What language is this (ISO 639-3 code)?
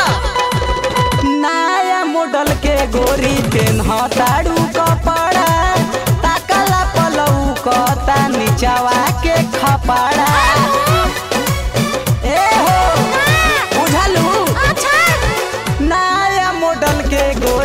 bho